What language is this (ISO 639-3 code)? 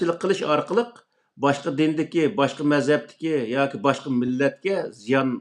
uig